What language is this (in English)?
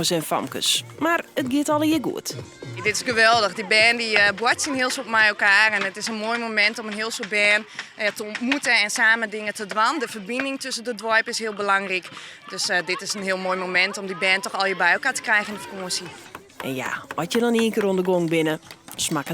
Western Frisian